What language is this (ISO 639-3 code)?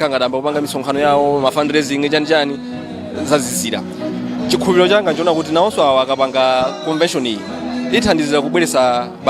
nya